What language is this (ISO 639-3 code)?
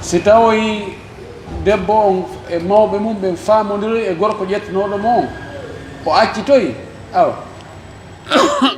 ful